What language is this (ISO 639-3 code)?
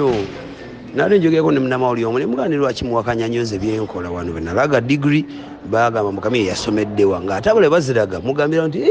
lug